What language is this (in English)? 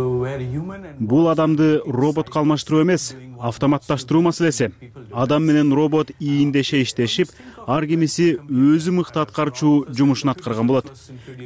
Kyrgyz